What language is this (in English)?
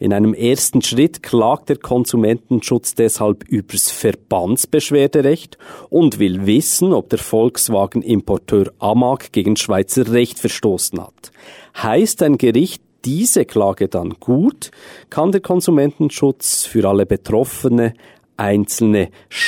German